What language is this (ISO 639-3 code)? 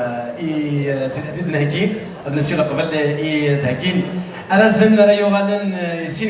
kab